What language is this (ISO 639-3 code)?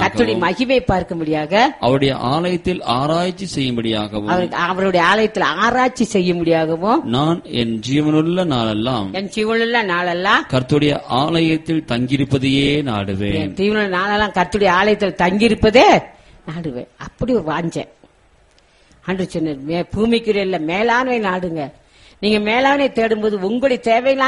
tam